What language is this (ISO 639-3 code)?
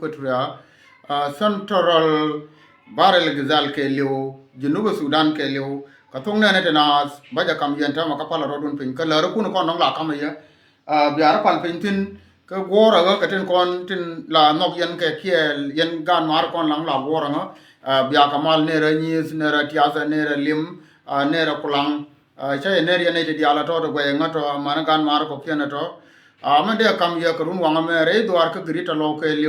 nus